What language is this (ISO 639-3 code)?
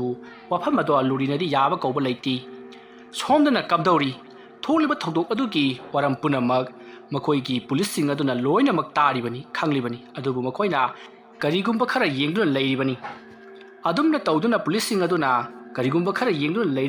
mni